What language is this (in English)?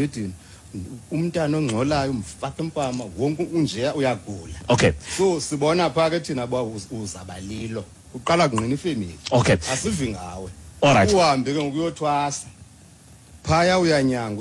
Xhosa